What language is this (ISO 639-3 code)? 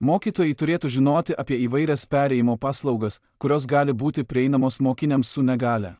lit